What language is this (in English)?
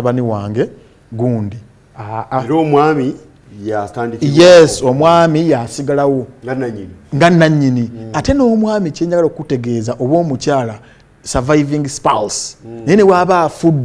Ganda